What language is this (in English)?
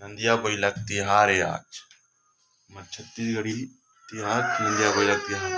Chhattisgarhi